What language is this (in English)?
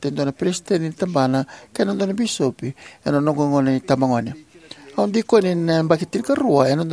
Fijian